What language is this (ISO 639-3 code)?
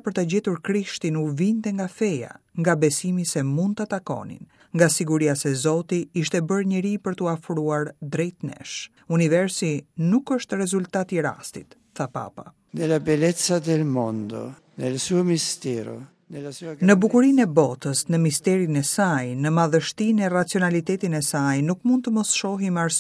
sqi